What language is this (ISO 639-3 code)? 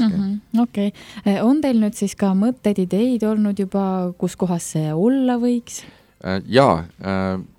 est